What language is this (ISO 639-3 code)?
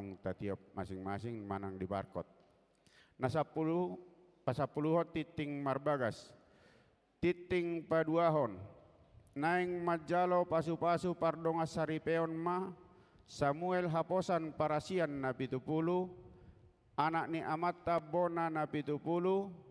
bbc